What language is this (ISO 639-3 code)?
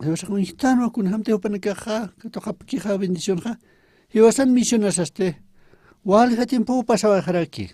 aym